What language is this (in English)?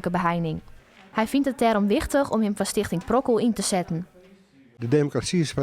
Western Frisian